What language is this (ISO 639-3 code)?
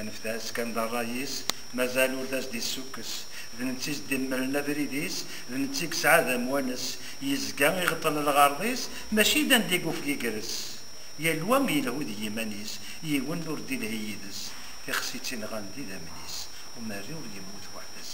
kab